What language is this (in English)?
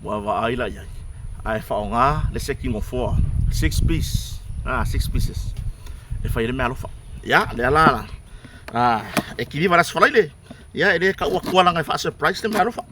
Samoan